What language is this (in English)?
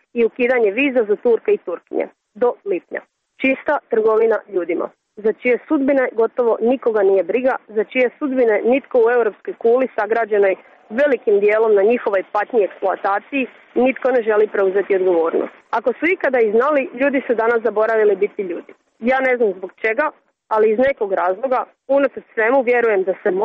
Croatian